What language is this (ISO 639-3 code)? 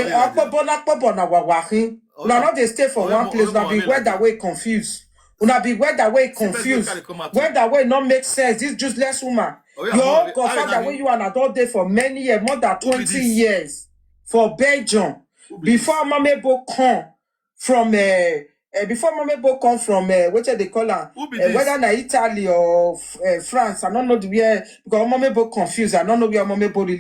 pcm